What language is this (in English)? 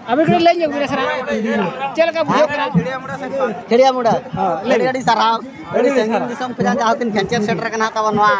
Santali